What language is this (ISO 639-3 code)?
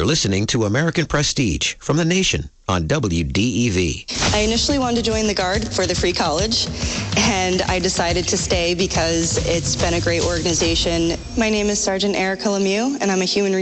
eng